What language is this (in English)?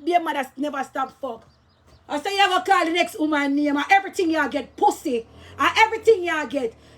Jamaican Creole English